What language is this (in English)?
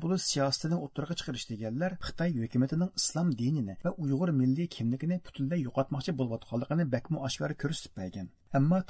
Uyghur